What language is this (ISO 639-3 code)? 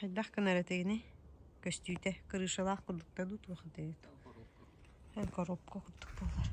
sah